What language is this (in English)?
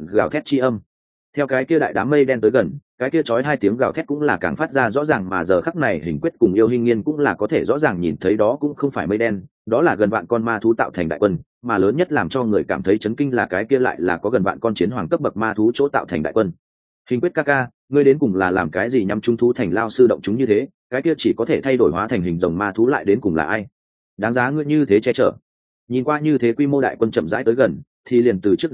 Vietnamese